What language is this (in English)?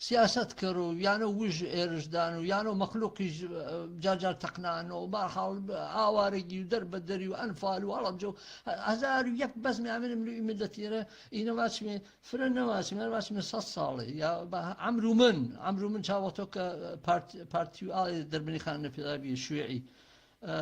Gurani